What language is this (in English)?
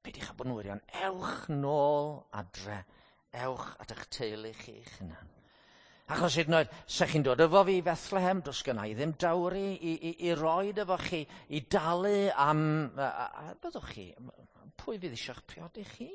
Welsh